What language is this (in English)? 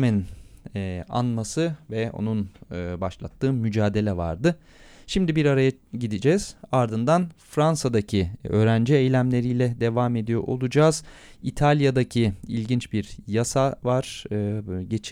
Turkish